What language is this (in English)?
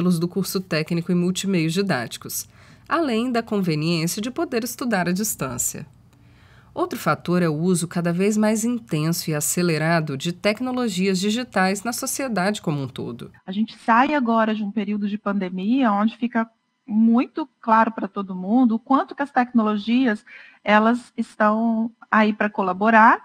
Portuguese